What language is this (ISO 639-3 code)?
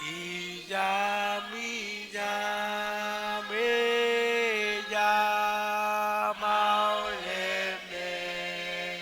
mah